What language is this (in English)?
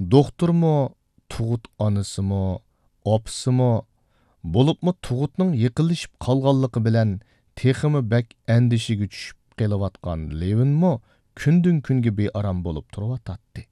Uyghur